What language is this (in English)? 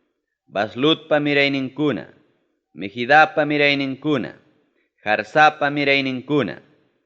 Ayacucho Quechua